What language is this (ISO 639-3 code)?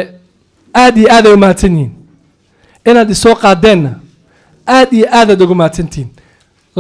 som